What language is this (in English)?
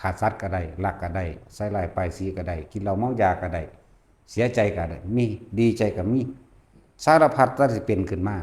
Lao